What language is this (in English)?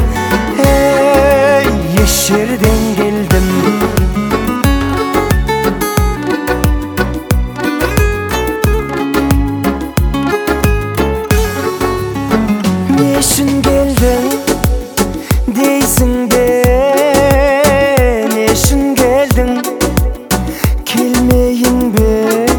Kazakh